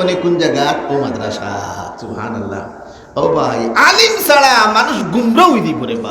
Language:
Sylheti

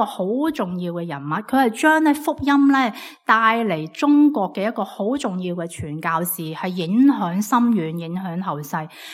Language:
Cantonese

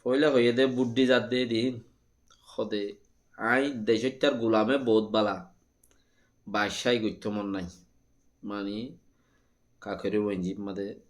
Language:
Rohingya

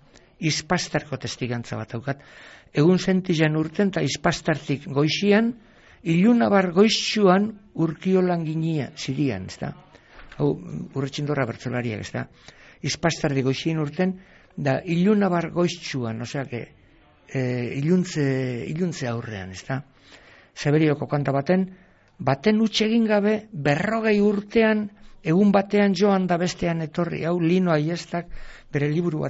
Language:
Basque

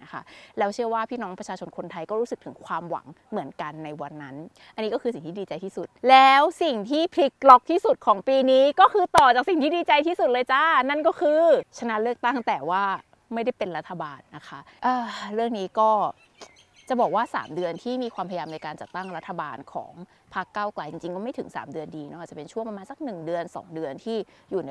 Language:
Thai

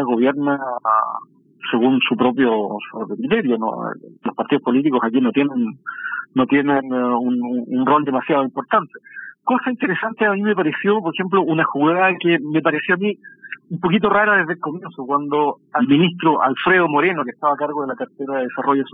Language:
Spanish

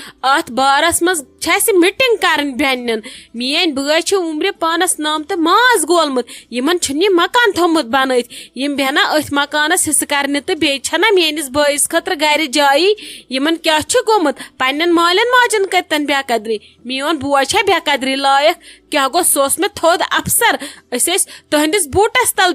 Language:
Kashmiri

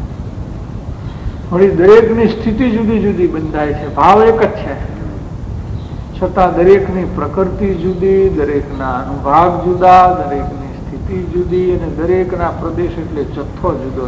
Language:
Gujarati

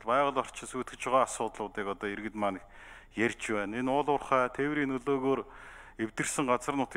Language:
Mongolian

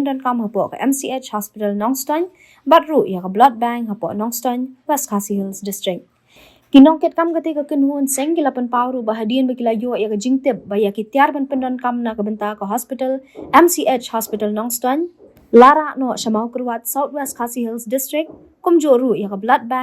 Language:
Khasi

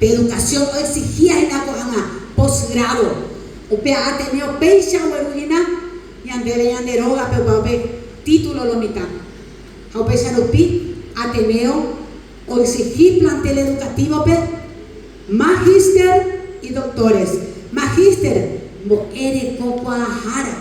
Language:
Guarani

